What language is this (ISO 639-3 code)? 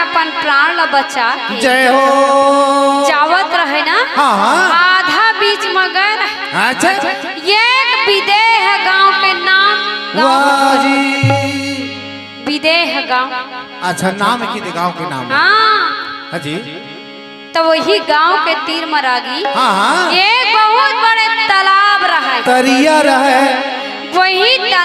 hne